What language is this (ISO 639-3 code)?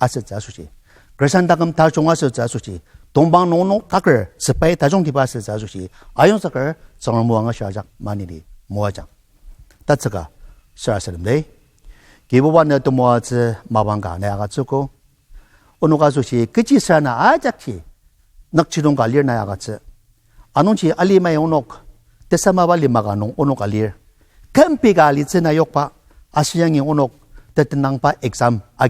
njo